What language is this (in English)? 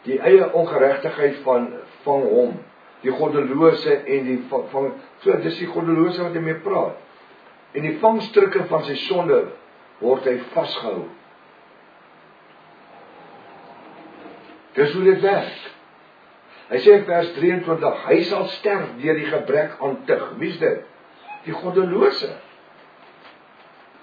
Afrikaans